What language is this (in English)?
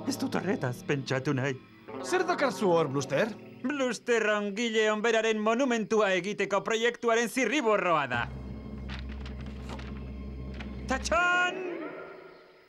Basque